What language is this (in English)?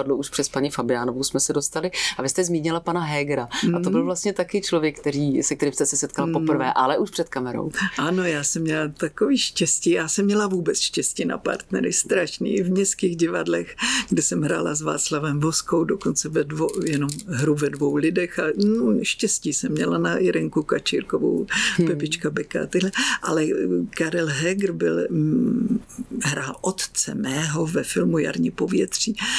Czech